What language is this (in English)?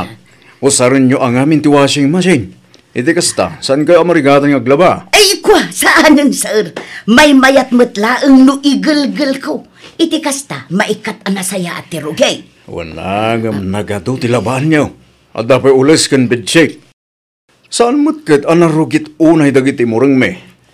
Iloko